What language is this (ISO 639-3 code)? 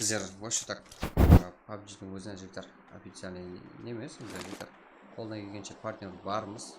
kaa